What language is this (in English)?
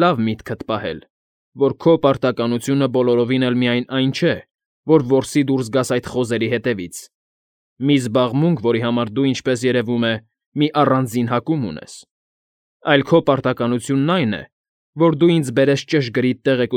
Armenian